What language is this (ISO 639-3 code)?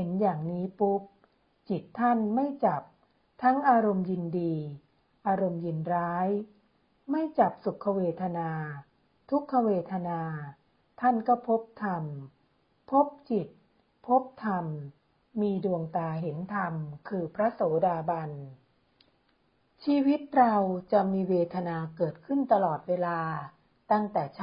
tha